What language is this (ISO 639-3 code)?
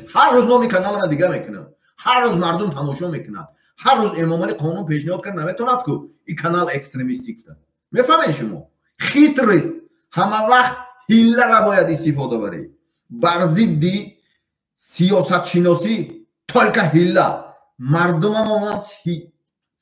tgk